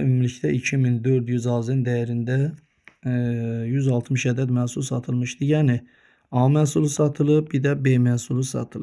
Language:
Azerbaijani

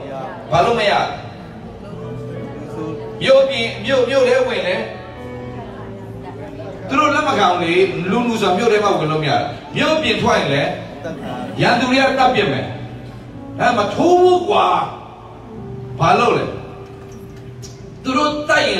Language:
Burmese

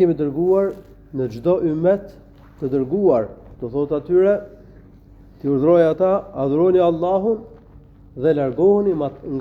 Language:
Albanian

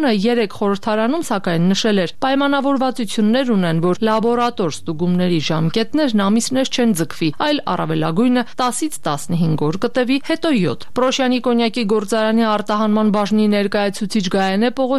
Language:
Armenian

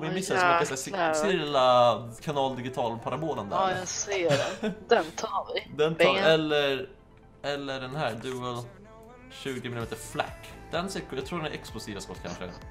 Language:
Swedish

